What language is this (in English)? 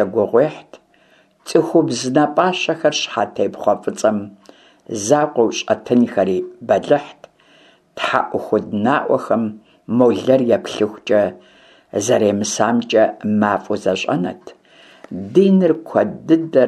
Kabardian